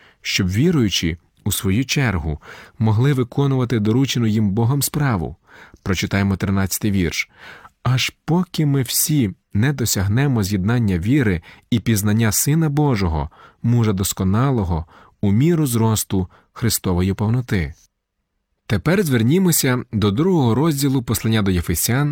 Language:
Ukrainian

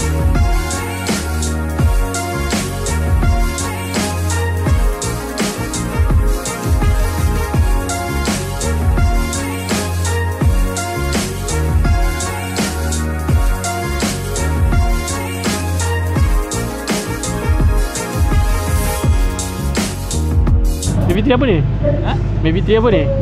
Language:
Malay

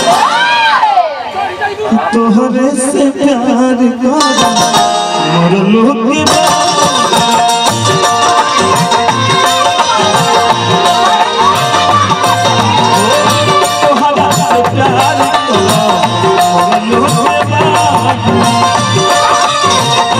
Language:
Bhojpuri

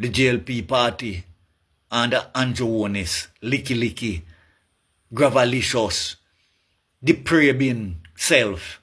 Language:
Jamaican Creole English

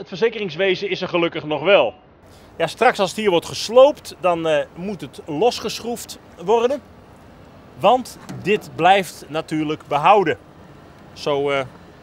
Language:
Dutch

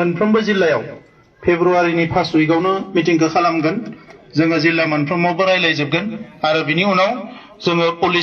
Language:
Bodo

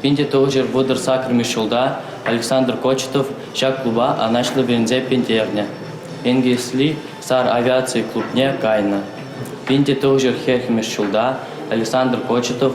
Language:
Chuvash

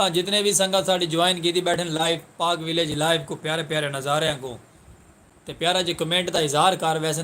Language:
Saraiki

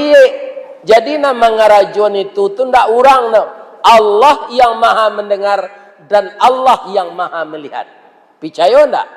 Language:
Minangkabau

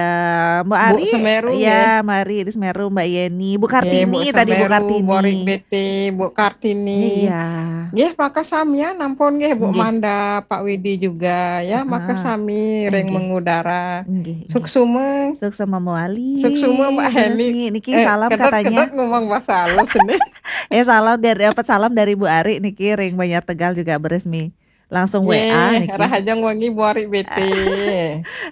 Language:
Balinese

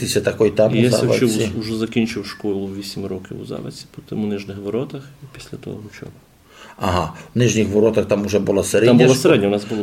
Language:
Rusyn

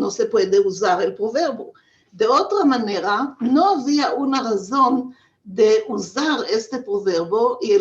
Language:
Ladino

